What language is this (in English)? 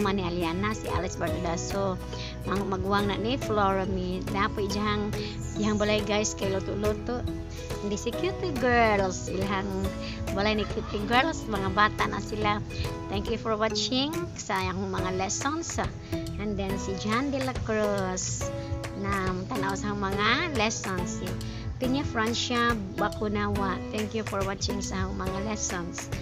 Cebuano